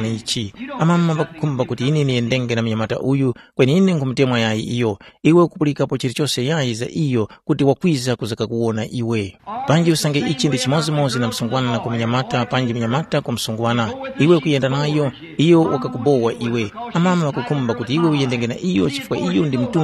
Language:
Tumbuka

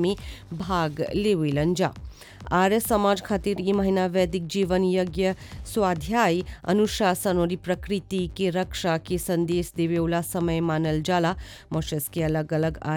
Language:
Bhojpuri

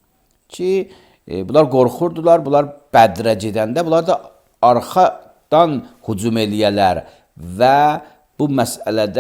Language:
Azerbaijani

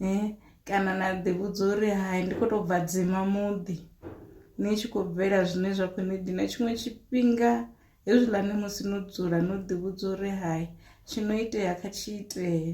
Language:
Venda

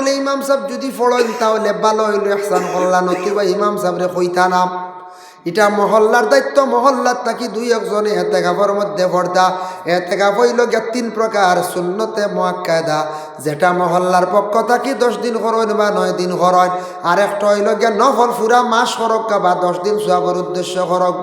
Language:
Sylheti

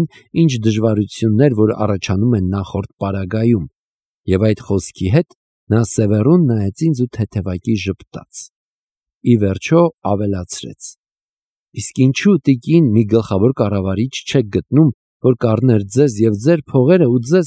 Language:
Armenian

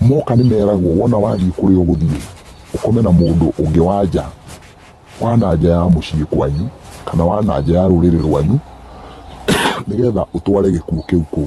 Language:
Kikuyu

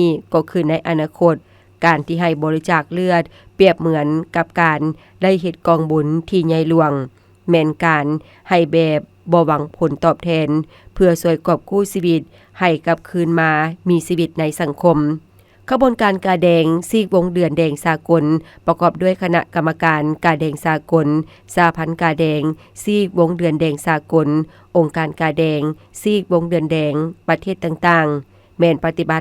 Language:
Lao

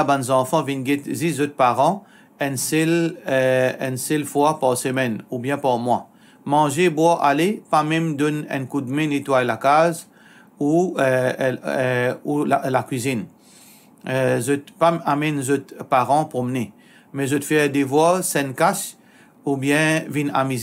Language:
Morisyen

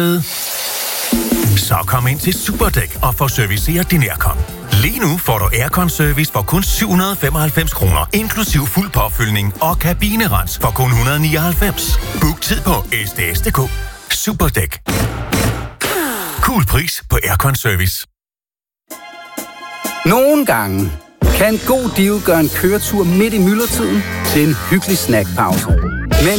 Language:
Danish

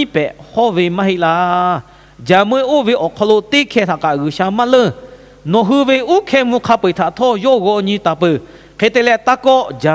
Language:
Lahu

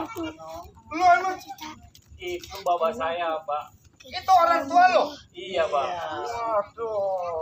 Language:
Betawi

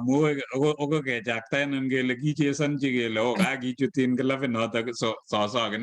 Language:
Kalenjin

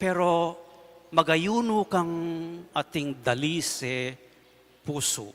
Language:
Pampanga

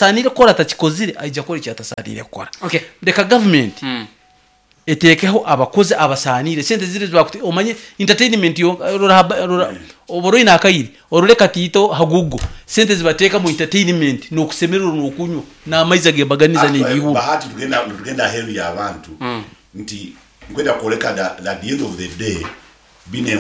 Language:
Nyoro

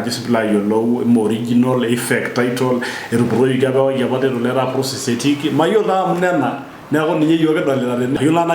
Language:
Masai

